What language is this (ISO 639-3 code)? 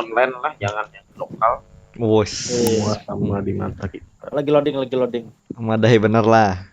bjn